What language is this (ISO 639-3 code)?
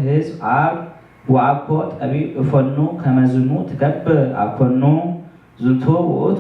gez